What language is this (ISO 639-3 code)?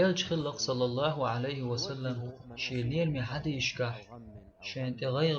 che